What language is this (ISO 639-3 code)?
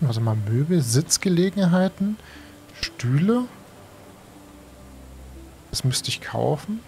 deu